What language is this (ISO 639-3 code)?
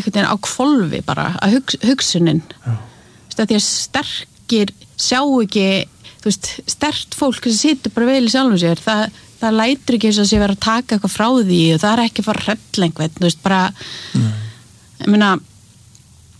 isl